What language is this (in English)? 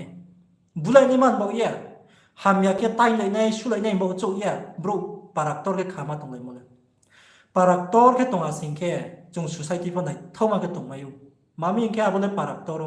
Riang (India)